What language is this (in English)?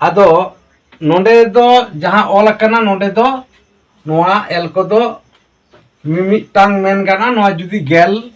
Santali